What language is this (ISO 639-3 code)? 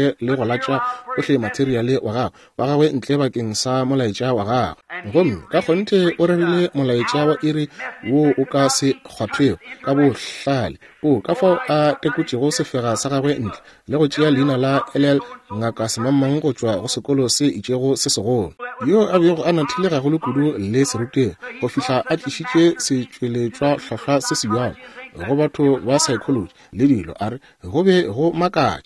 nso